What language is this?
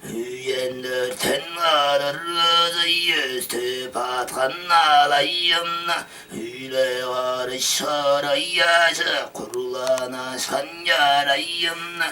Tuvinian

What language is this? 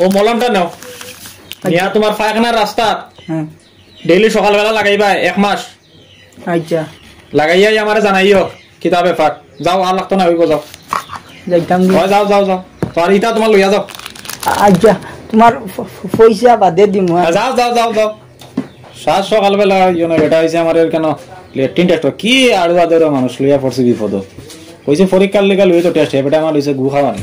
Sylheti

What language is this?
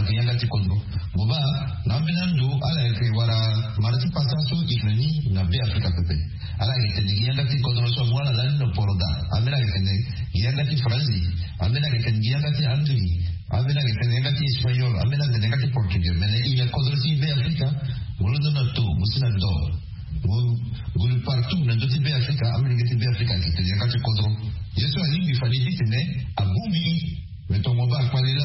Sango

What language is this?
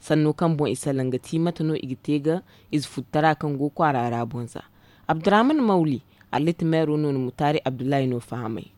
Zarma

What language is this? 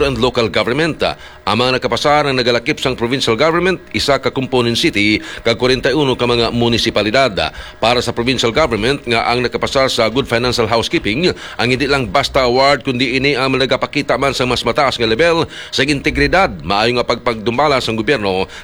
Hiligaynon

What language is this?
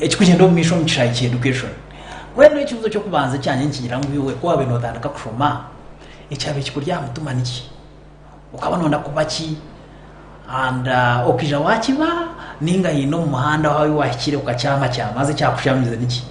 Nyankole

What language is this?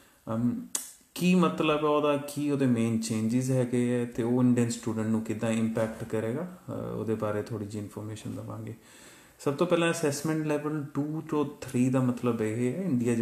Punjabi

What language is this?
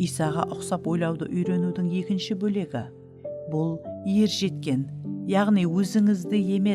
Kara-Kalpak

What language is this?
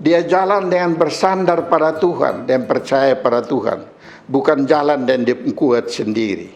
Kupang Malay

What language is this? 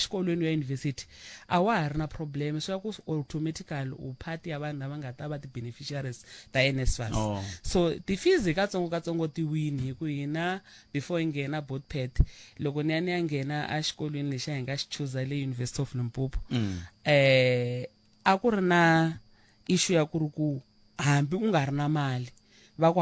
Tsonga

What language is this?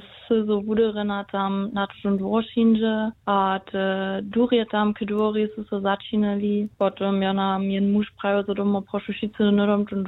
Upper Sorbian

